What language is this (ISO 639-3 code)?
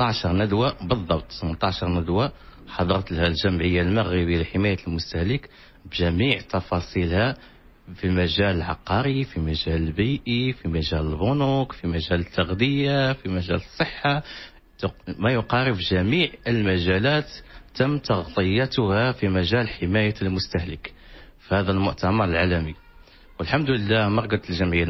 ary